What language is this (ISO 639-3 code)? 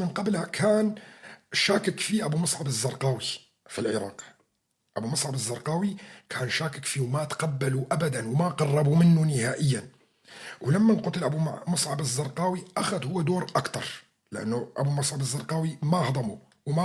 apc